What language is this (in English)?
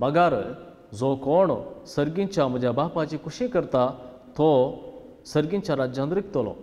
Konkani